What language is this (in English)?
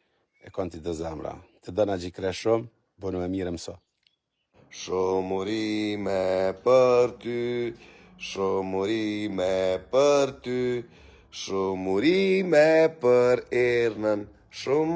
Albanian